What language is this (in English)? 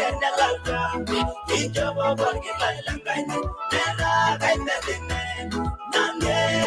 Masai